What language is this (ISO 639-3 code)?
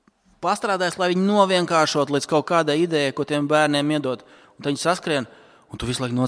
lav